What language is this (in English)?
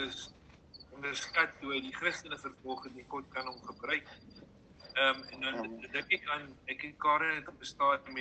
Afrikaans